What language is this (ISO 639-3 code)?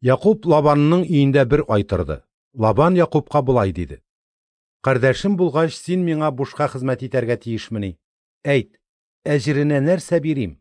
tat